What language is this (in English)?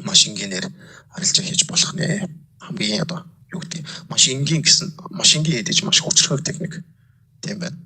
Mongolian